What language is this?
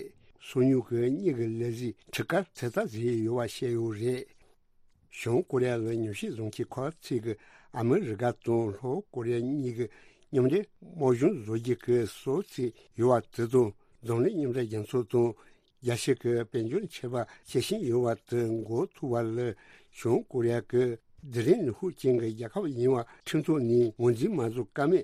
Tibetan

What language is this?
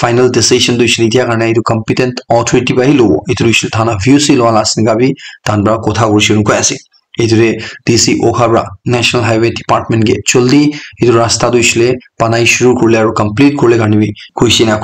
Naga Pidgin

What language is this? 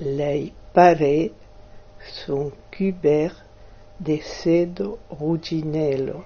Occitan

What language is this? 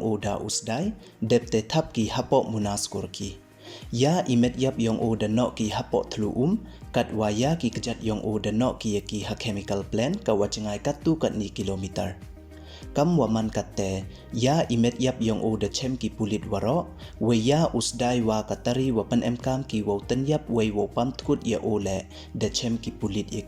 Pnar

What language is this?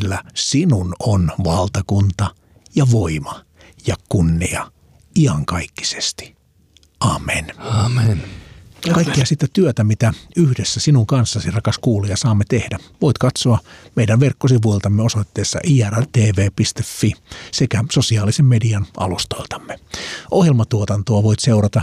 Finnish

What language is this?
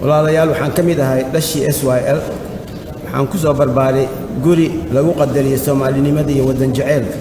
Somali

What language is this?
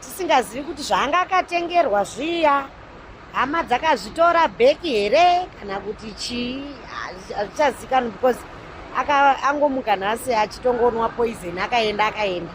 Shona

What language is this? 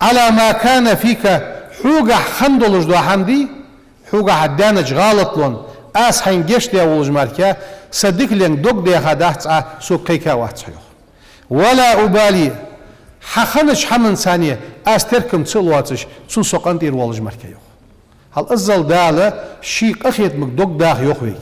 Ingush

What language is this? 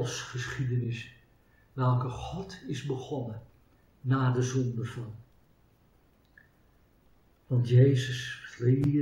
Dutch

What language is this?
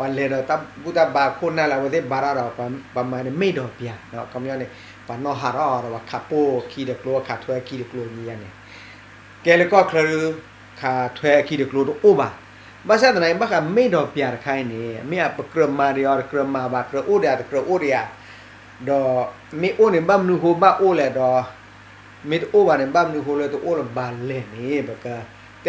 S'gaw Karen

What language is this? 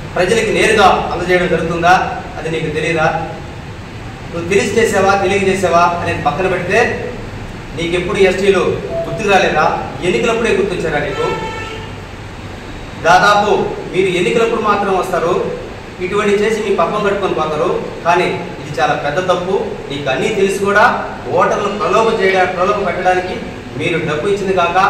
Telugu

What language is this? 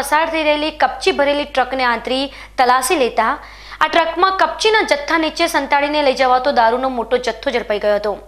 Gujarati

